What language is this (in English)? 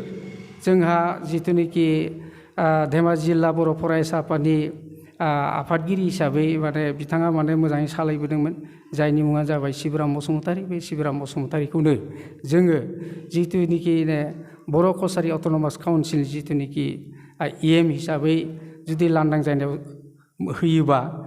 Bodo